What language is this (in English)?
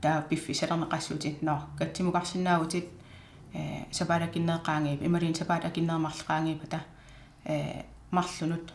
Kalaallisut